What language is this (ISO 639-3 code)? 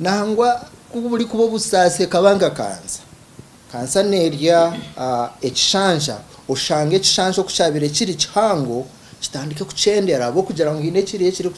nyn